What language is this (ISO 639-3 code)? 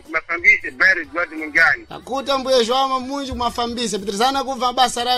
seh